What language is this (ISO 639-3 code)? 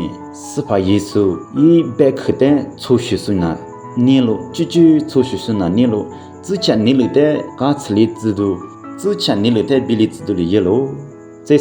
lis